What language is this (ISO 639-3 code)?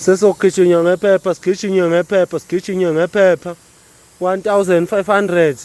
zul